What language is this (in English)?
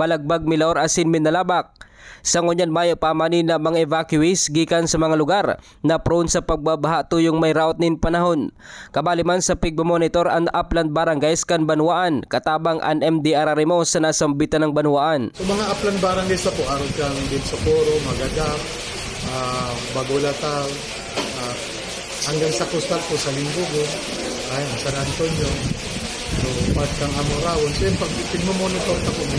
Bikol